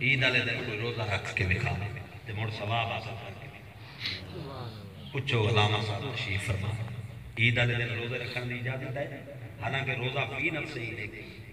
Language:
Saraiki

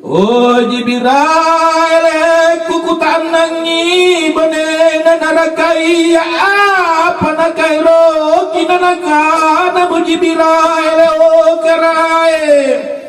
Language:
Makasar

